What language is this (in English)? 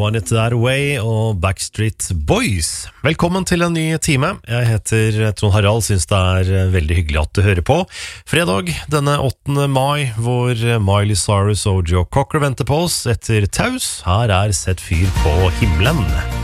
Norwegian